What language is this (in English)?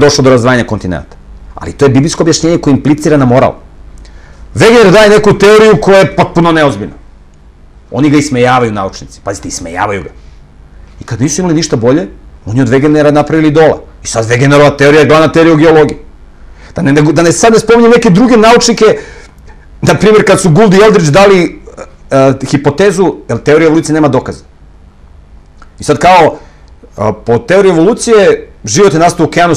Serbian